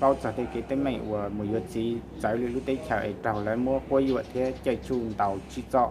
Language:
Hmong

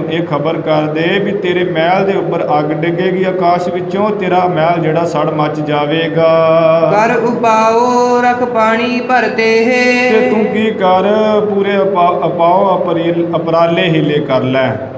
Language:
Punjabi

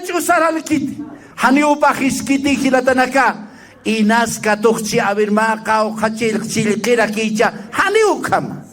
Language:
Aymara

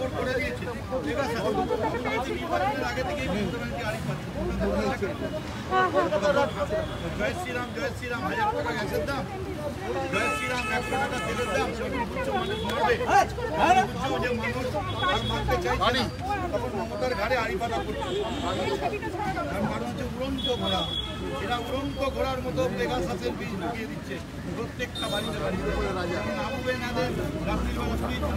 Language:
Bangla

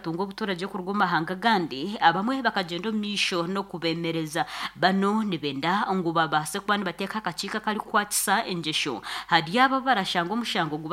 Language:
Nyankole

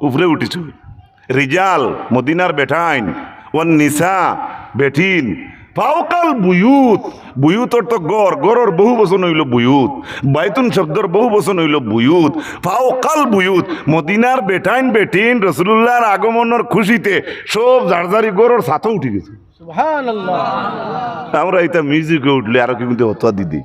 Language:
Sylheti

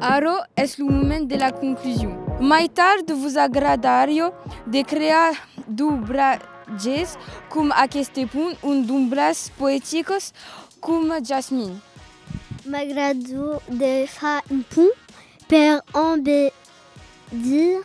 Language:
Occitan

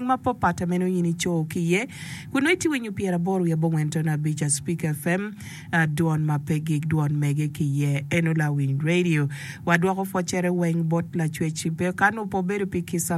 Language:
Acoli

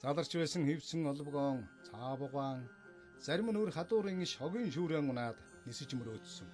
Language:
Mongolian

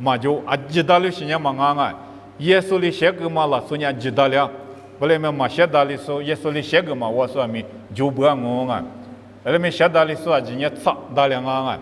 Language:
Lisu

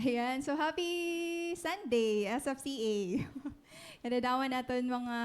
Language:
Waray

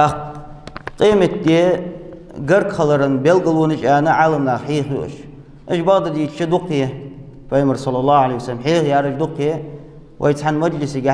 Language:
Ingush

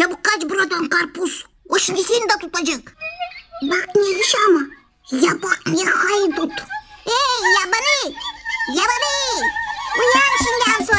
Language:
Gagauz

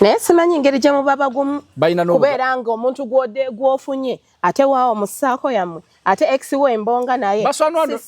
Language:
Ganda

